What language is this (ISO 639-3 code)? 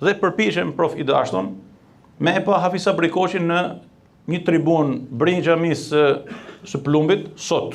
sqi